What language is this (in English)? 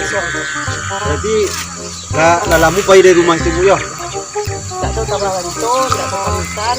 Minangkabau